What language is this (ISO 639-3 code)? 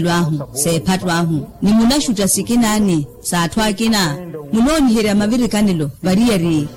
vmw